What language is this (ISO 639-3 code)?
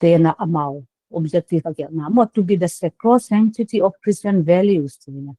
pck